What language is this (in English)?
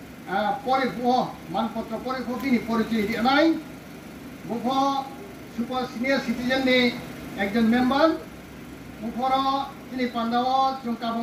Riang (India)